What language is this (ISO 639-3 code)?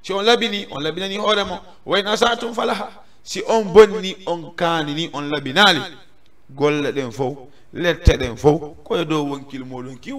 ful